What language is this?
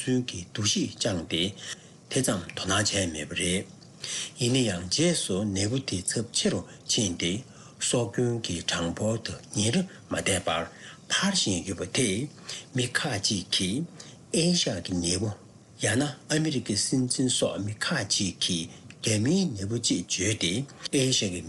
Tibetan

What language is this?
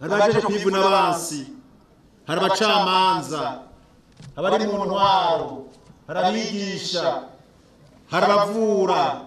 Rundi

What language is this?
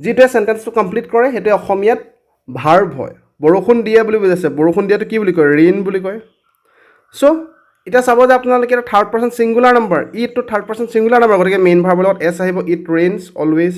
Assamese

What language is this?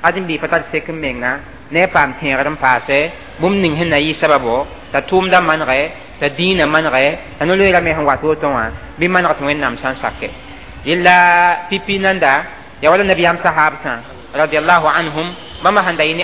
Mossi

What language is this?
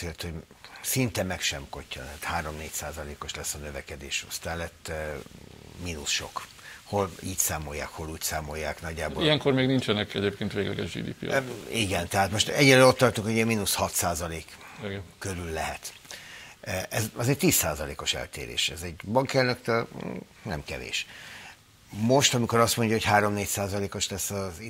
Hungarian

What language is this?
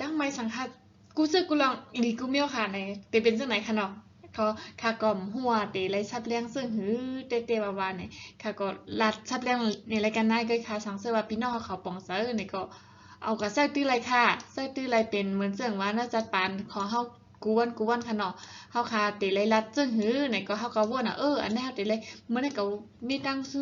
Shan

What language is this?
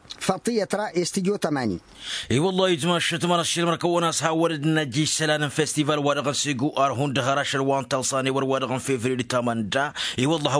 Tamasheq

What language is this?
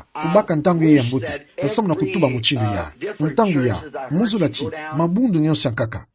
Kituba (Democratic Republic of Congo)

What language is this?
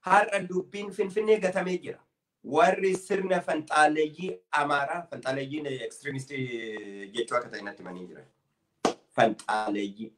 Oromo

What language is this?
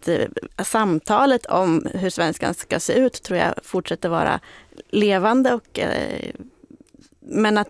Swedish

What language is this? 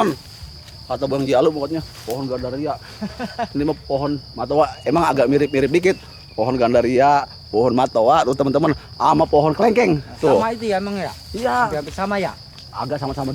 Betawi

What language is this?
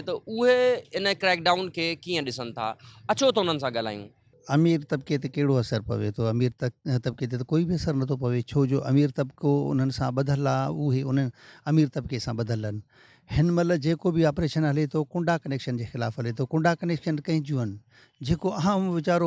Sindhi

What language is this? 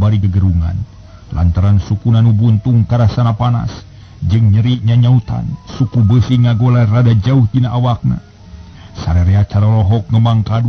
Sundanese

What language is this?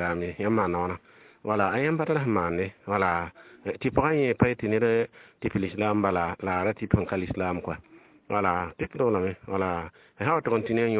Mossi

